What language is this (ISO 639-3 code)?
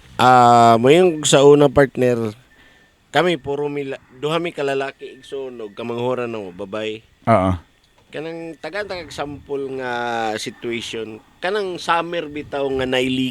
ceb